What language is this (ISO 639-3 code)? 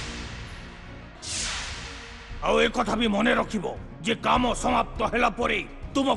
ori